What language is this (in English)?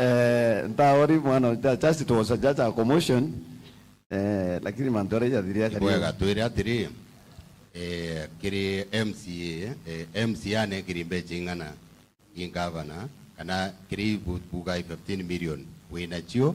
Meru